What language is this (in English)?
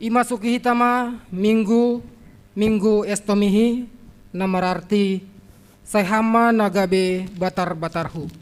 Batak Simalungun